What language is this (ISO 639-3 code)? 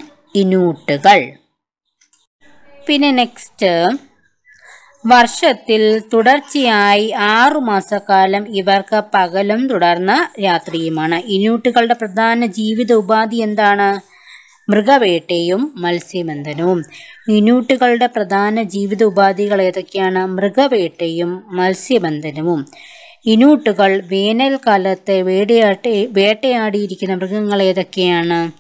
mal